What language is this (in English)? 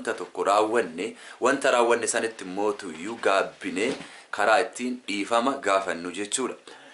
Oromo